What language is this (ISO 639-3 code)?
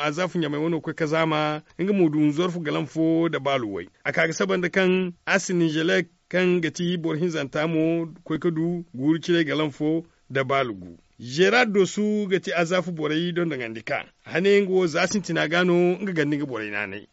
dje